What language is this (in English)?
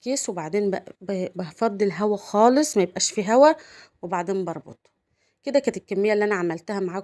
Egyptian Arabic